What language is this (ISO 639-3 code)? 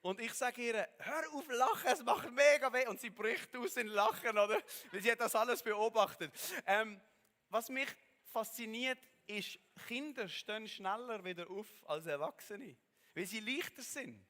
gsw